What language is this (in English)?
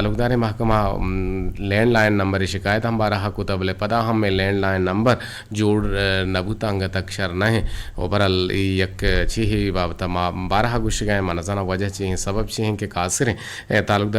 Eastern Balochi